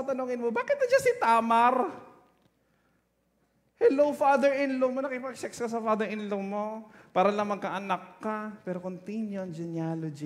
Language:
Filipino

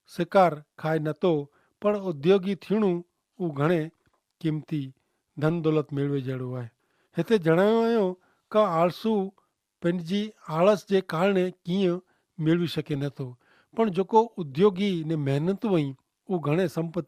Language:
Kachhi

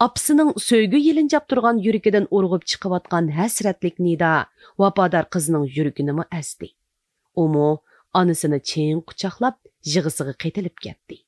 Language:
Uyghur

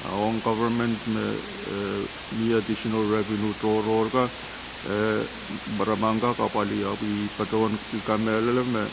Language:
Pohnpeian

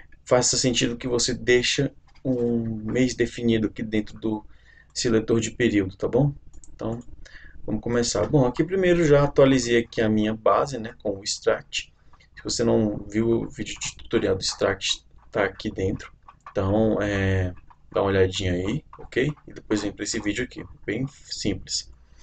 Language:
Portuguese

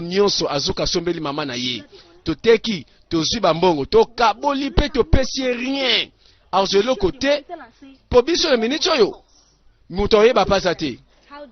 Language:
Lingala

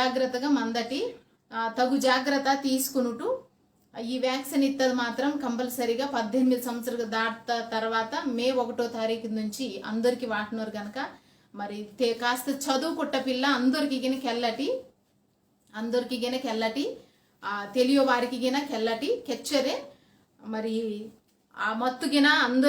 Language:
Koya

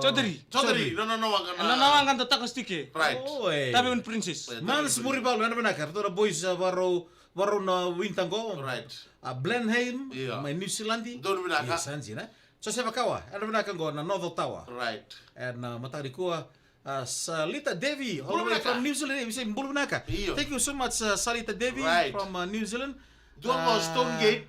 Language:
Fijian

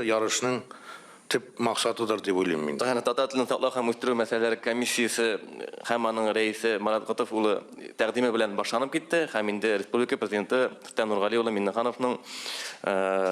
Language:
Tatar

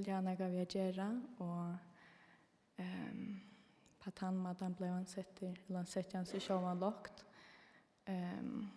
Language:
Faroese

